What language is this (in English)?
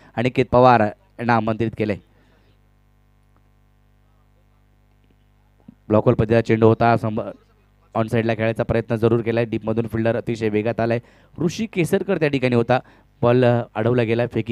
Marathi